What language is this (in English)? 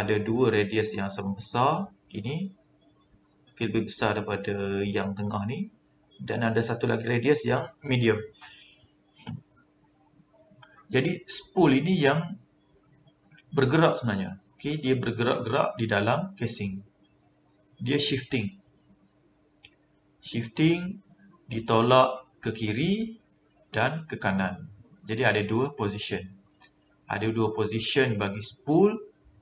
Malay